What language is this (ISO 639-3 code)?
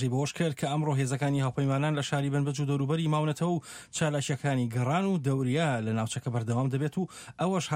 ckb